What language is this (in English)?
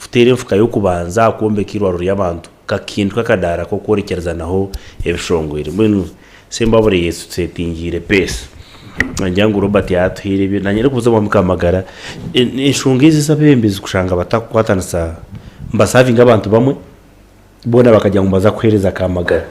Nyankole